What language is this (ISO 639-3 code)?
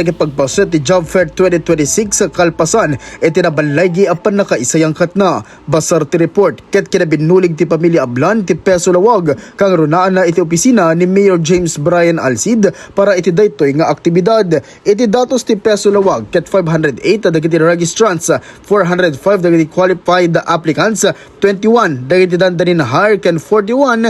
ilo